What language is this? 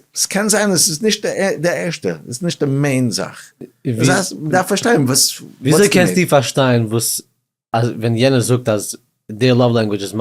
Yiddish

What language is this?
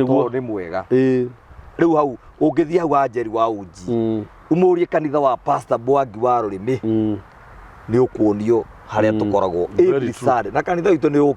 Kikuyu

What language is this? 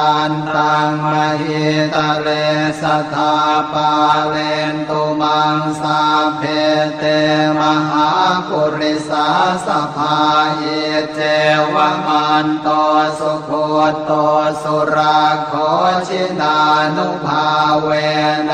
Pali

